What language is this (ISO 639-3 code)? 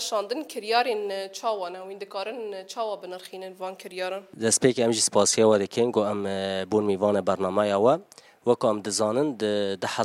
kur